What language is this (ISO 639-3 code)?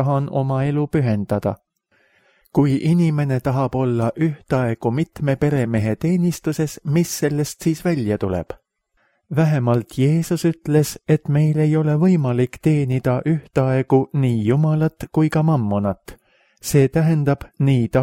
est